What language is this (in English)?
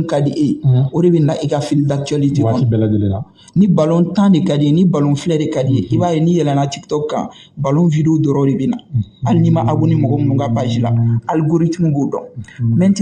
Bambara